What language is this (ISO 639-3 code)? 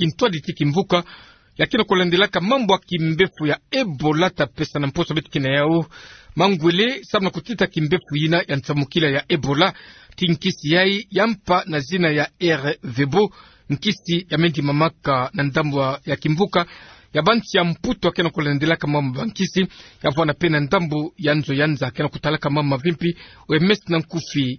ktu